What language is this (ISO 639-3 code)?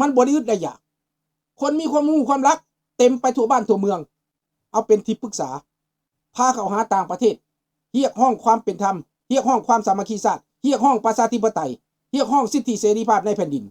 lao